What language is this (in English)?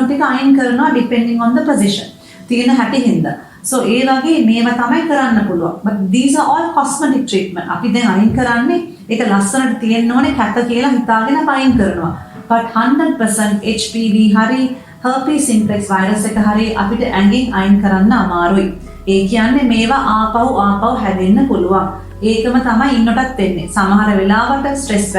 Sinhala